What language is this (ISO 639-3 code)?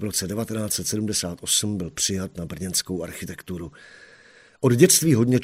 ces